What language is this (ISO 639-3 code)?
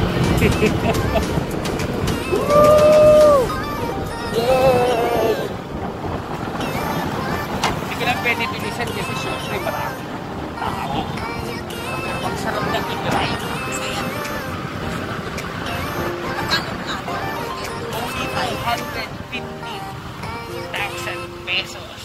fil